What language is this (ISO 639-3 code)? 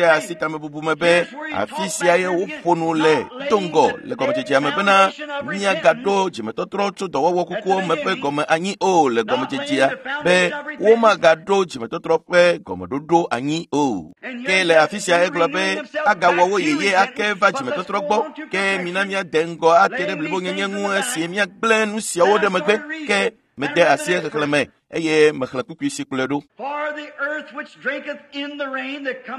ewe